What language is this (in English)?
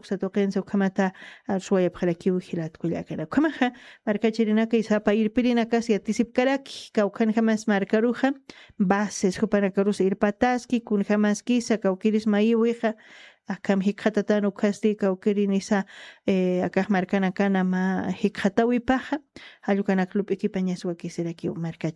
Aymara